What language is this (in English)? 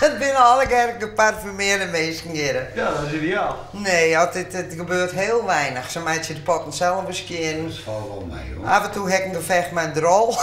Western Frisian